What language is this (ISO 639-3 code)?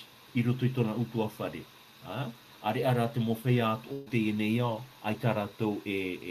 tah